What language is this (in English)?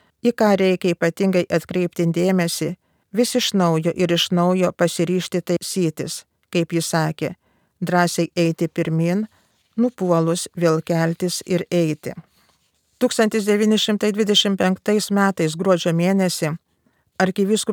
Lithuanian